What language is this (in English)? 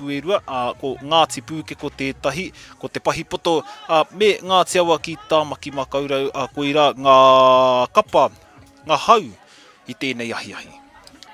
Māori